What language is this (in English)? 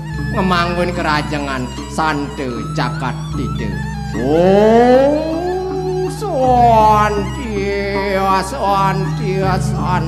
Balinese